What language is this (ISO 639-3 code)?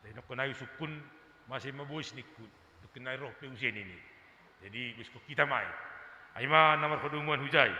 bts